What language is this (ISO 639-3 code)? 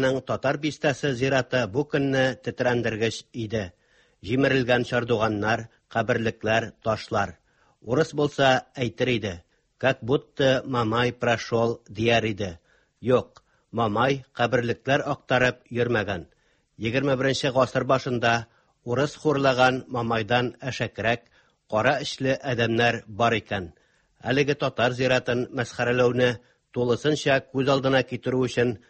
tat